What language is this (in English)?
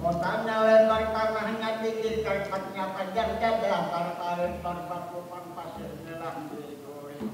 Banjar